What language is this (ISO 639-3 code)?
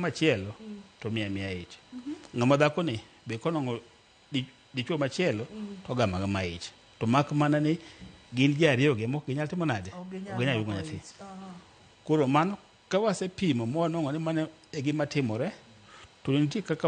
luo